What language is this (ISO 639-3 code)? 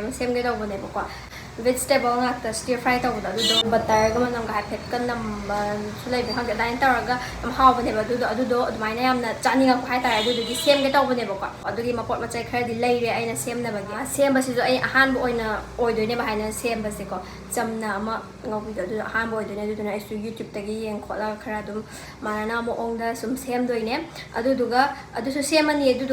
mni